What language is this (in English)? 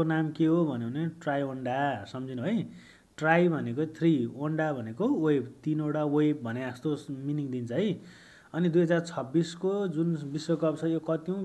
Nepali